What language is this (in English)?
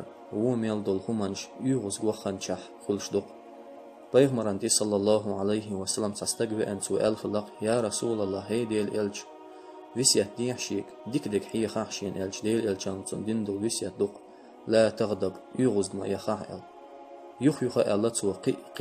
Chechen